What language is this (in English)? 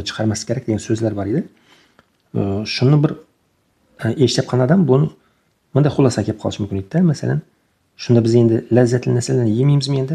Uzbek